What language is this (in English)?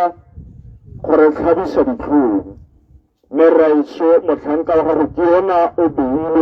Tswana